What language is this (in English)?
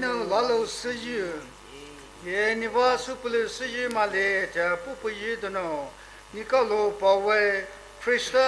Poumei Naga